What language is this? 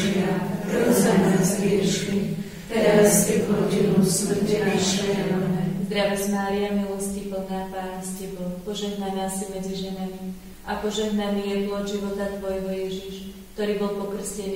Slovak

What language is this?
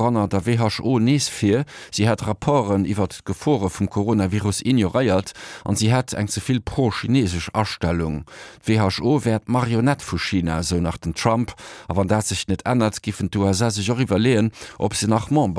Luxembourgish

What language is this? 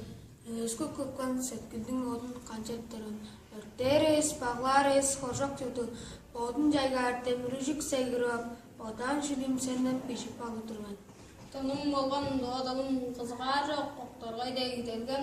Tuvinian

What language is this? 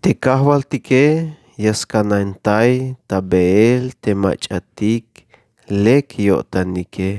Tzeltal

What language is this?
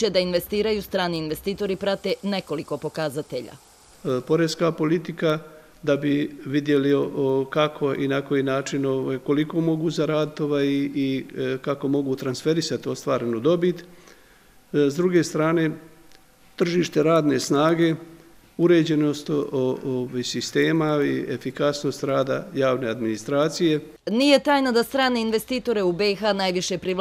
Bosnian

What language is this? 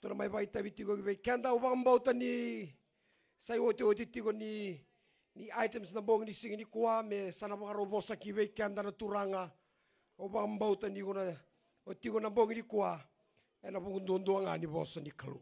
Fijian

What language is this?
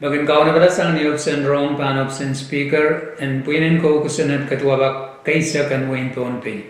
Pohnpeian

